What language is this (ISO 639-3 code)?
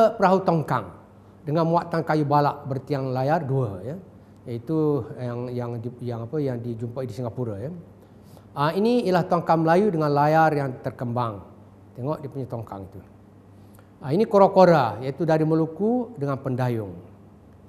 msa